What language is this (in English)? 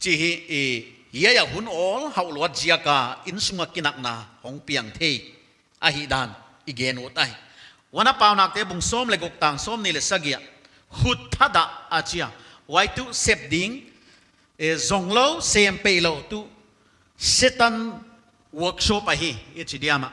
Paite Chin